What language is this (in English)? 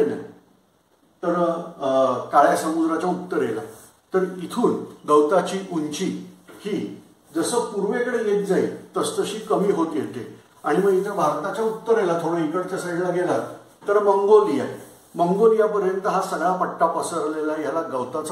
Marathi